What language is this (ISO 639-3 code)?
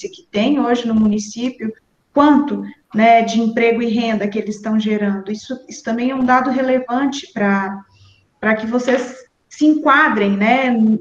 por